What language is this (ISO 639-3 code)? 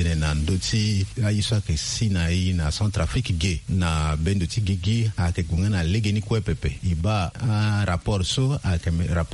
sag